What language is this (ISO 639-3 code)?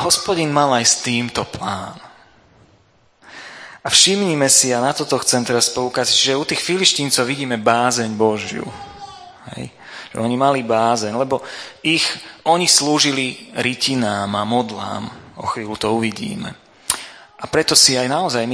slk